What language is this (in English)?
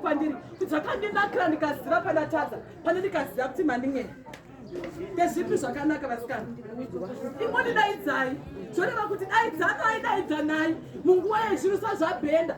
Shona